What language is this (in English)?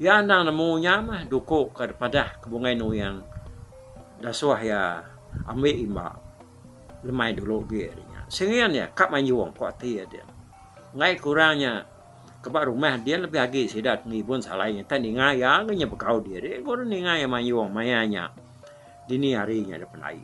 Iban